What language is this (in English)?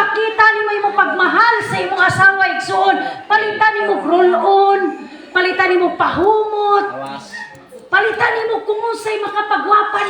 Cebuano